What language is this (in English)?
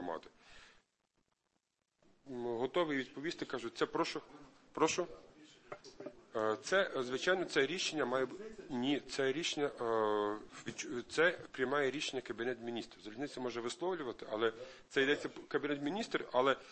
Ukrainian